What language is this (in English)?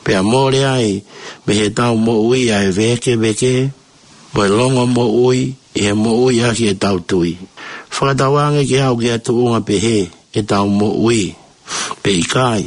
Tongan